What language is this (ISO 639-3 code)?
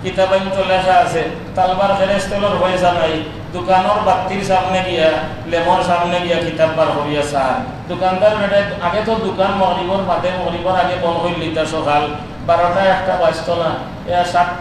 syl